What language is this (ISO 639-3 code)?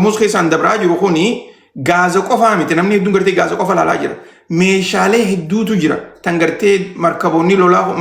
orm